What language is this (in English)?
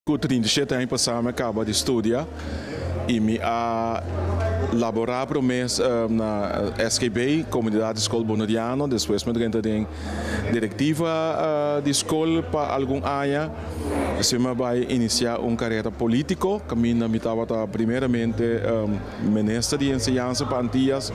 Papiamento